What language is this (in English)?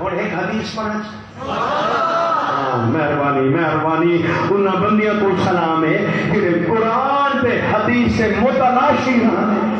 Saraiki